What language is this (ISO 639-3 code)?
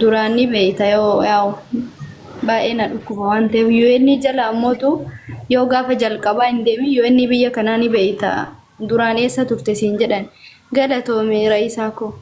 orm